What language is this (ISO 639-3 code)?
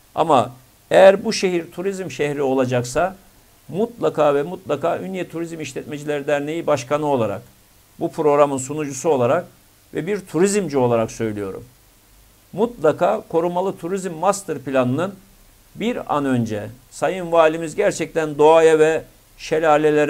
tur